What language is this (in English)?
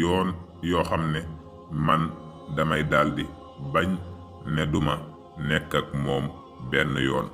Wolof